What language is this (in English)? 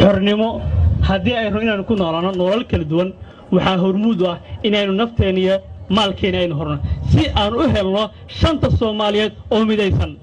Somali